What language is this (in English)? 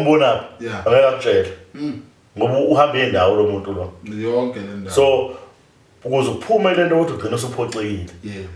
Zulu